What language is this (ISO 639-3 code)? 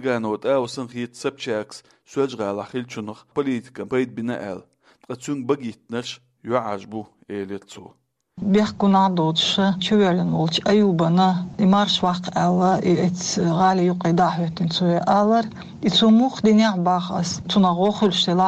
che